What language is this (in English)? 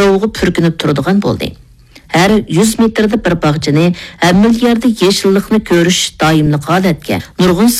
Uyghur